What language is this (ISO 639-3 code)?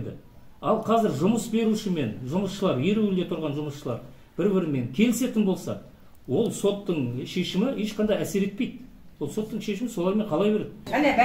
kaz